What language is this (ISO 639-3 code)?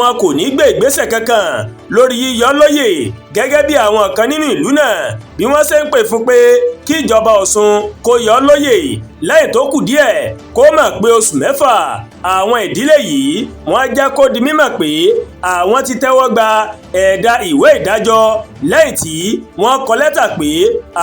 yor